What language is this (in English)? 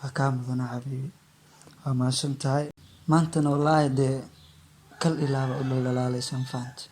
Somali